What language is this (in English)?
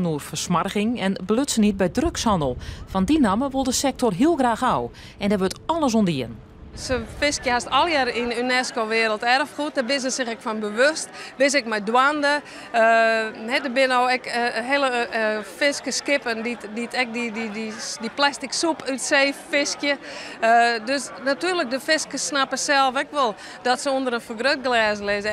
Western Frisian